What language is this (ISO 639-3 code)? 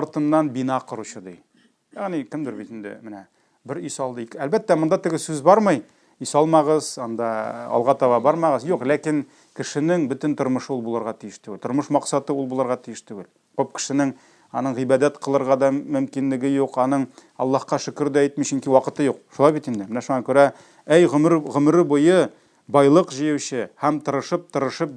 tat